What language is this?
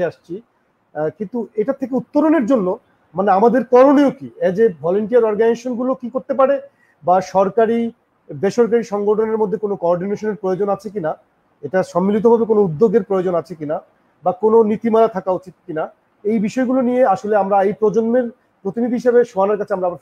Bangla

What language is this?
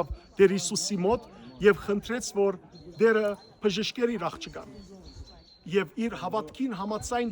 Western Armenian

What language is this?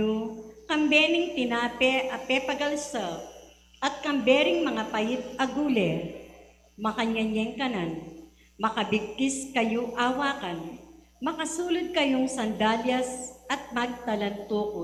Pampanga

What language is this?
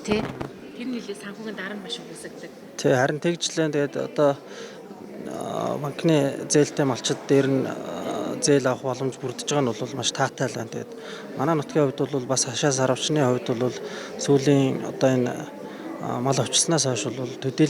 Mongolian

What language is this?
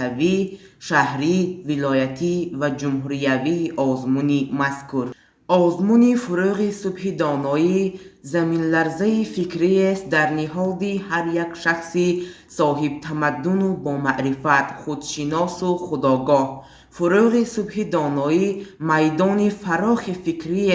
Tajik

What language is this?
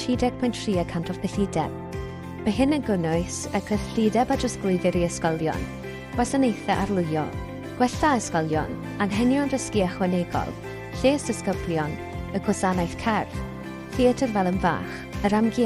Welsh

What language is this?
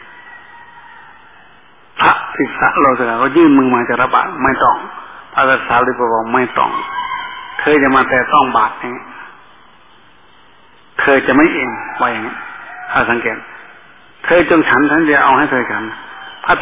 Thai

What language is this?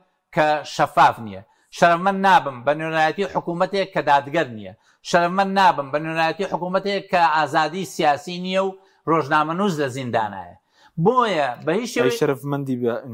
Central Kurdish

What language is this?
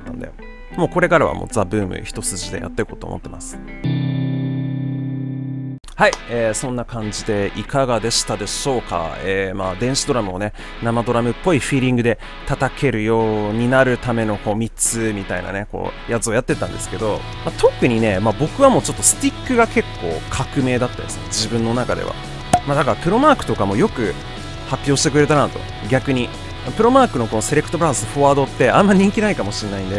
Japanese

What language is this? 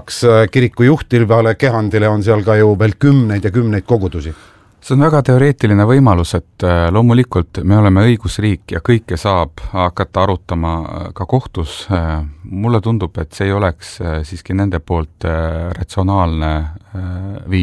Estonian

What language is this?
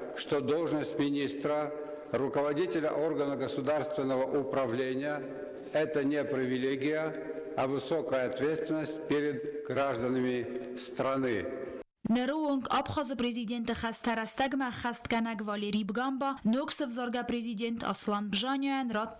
Ossetic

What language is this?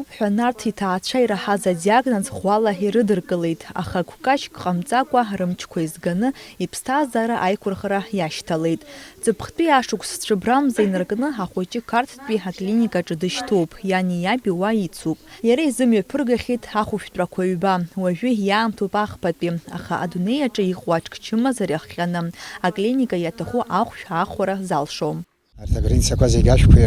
Abkhazian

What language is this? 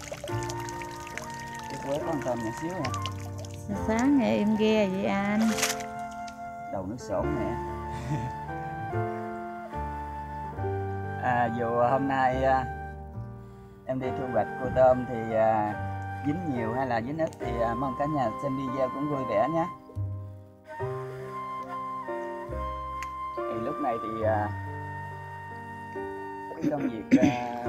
Vietnamese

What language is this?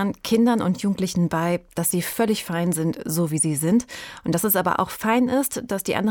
German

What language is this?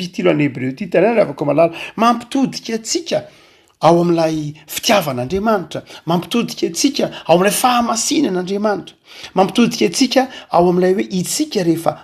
Malagasy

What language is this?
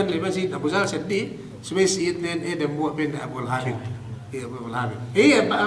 Yakan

